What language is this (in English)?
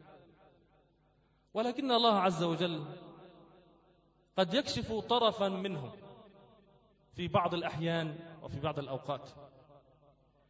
Arabic